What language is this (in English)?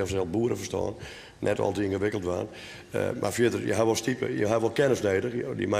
Western Frisian